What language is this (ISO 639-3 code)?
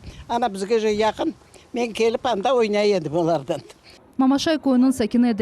crh